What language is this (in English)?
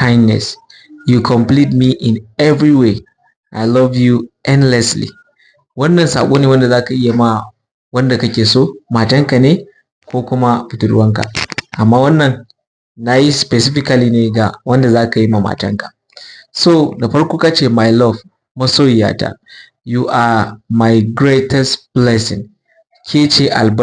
Hausa